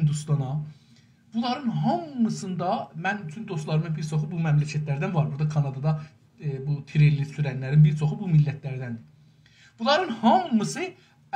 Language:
South Azerbaijani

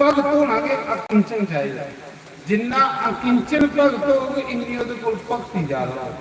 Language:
Dogri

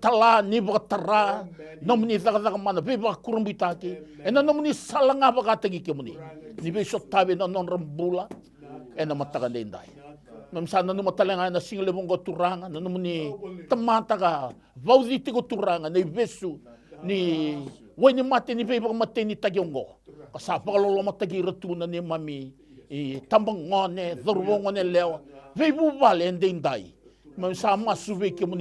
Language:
Fijian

